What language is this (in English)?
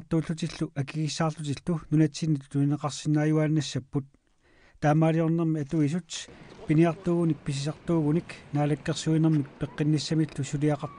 Kalaallisut